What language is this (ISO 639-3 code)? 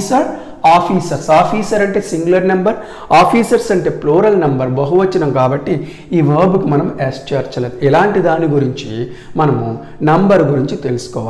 tel